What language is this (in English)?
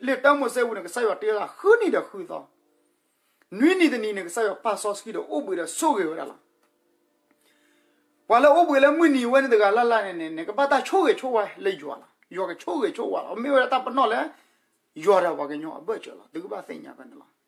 S'gaw Karen